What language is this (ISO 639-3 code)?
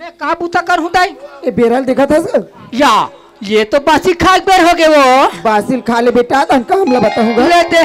hne